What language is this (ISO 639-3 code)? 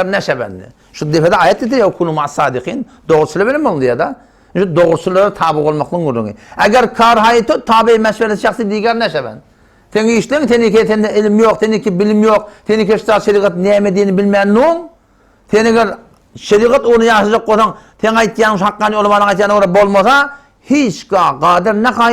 tuk